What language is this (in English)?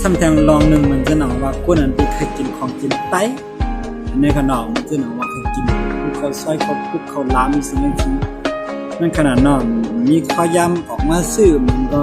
Shan